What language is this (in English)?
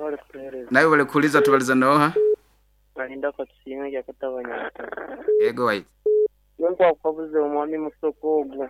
Nyoro